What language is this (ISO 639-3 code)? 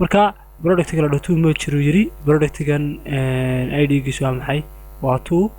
som